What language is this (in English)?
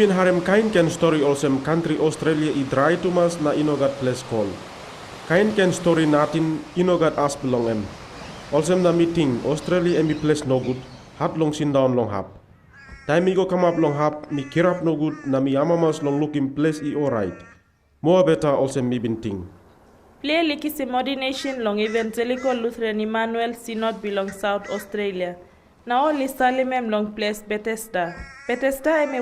Tok Pisin